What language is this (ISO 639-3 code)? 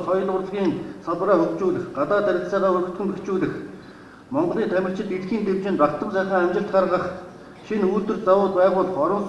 mon